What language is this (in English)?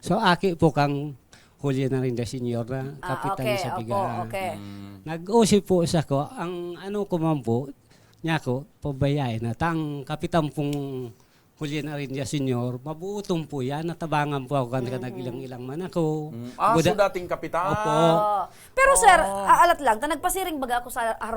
Bikol